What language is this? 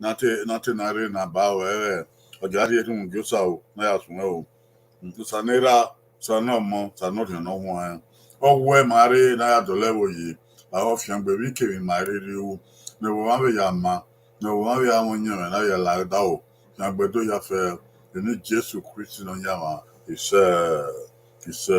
Bini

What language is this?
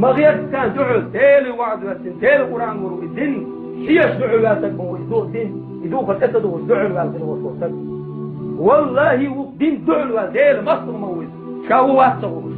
Chechen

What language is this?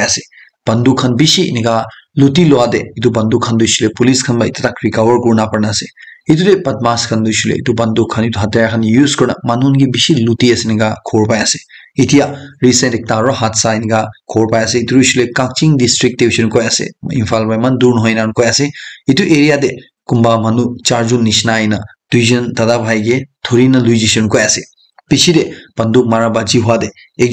Naga Pidgin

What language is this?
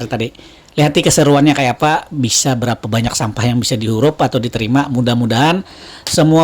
Banjar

